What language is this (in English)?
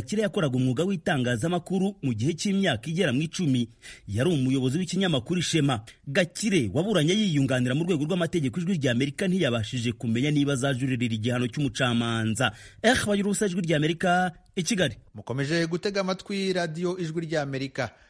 Kinyarwanda